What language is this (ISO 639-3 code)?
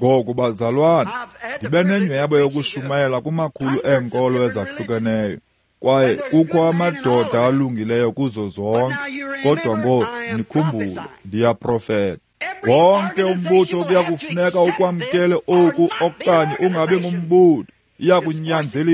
xho